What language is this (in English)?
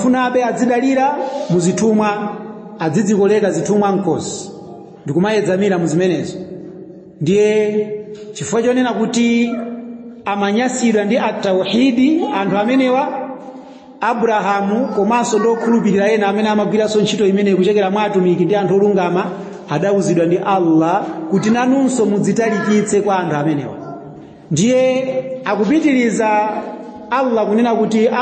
Nyanja